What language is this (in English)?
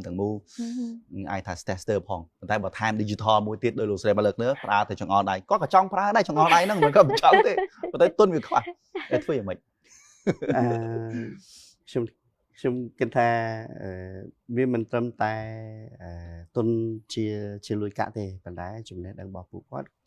Khmer